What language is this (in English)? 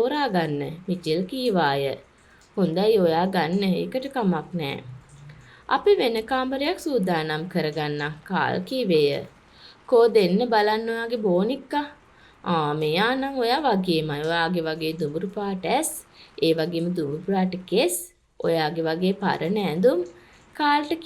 Sinhala